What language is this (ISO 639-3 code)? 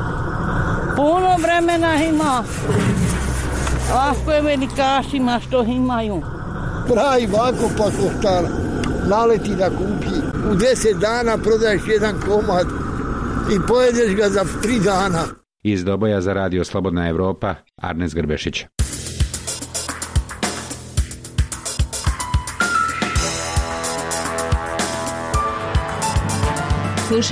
bos